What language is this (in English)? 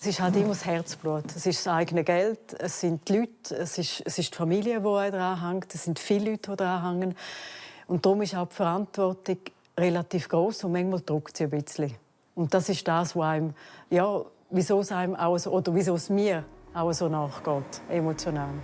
Romansh